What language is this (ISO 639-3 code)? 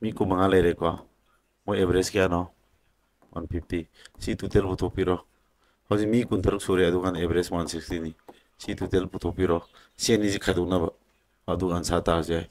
mni